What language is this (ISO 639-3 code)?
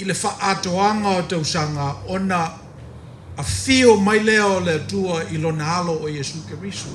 smo